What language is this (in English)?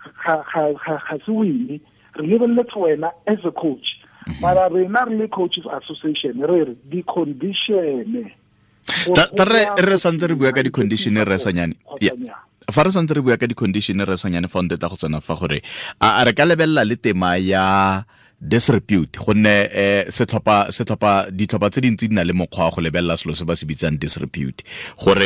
Tswana